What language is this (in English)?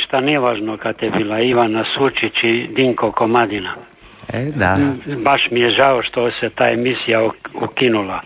Croatian